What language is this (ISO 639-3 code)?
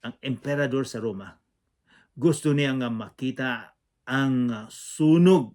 ceb